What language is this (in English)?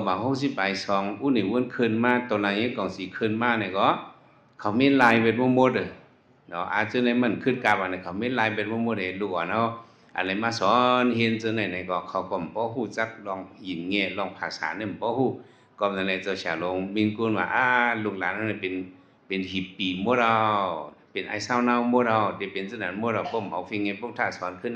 Shan